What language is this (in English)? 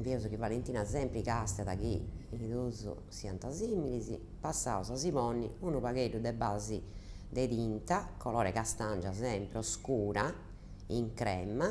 Sardinian